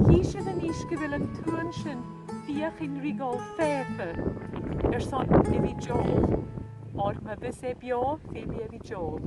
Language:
Scottish Gaelic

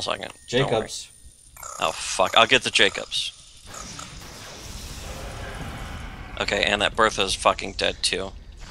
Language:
English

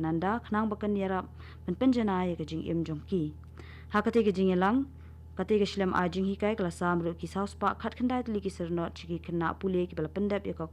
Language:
Khasi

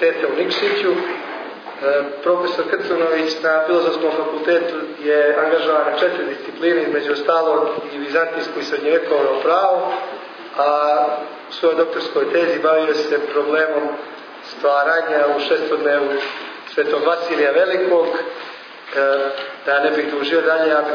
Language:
Serbian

